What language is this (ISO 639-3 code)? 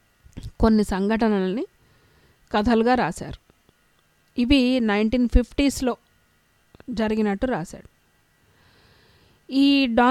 tel